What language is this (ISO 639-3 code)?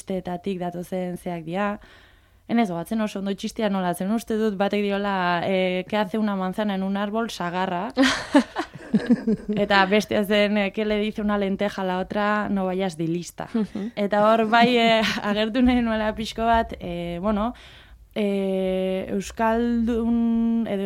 eus